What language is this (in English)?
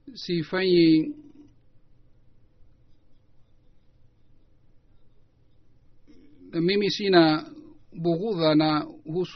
Swahili